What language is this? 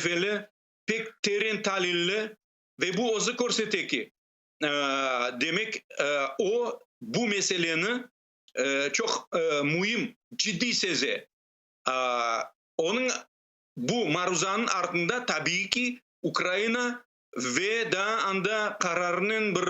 Crimean Tatar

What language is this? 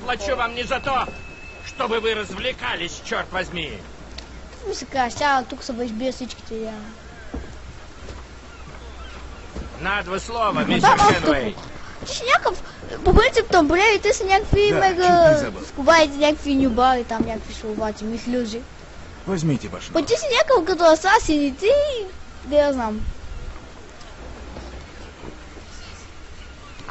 Bulgarian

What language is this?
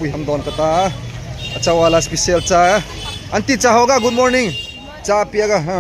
Hmar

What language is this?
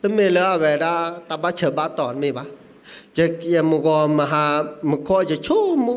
S'gaw Karen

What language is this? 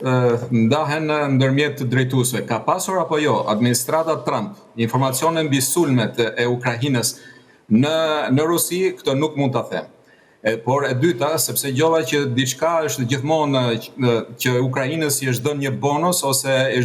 Albanian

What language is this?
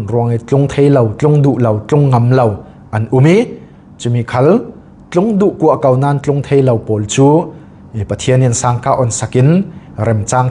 Falam Chin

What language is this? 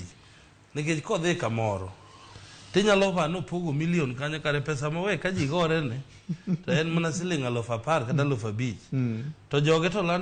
Luo (Kenya and Tanzania)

